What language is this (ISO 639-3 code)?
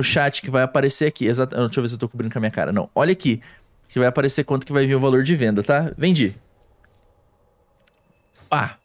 por